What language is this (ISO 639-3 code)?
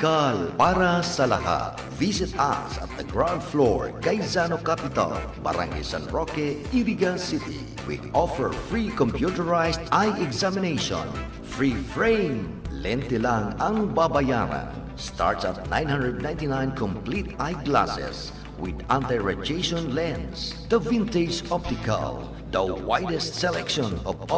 bik